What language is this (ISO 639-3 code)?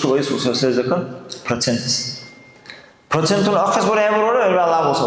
dar